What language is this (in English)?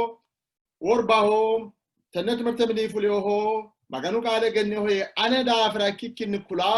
Sidamo